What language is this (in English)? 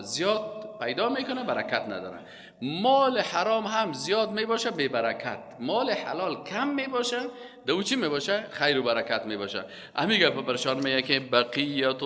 Persian